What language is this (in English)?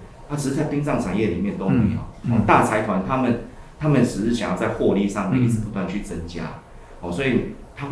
Chinese